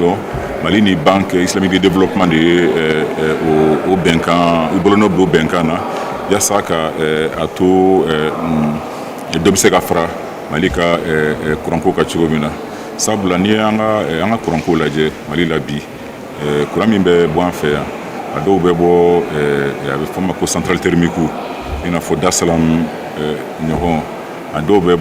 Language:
Bambara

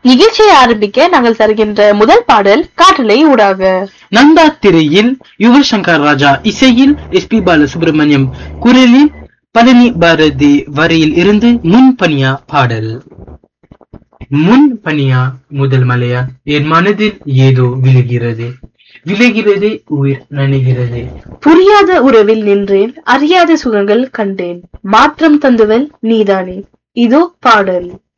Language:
Tamil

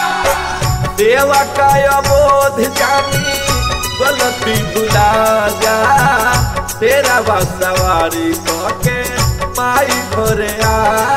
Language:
Bhojpuri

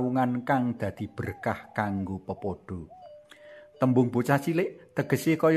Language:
Javanese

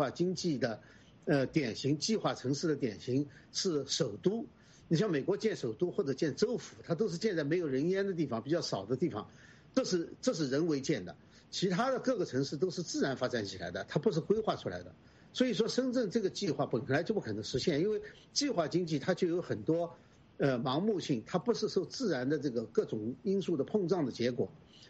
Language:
Chinese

